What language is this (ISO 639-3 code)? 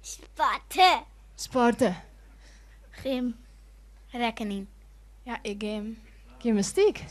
fry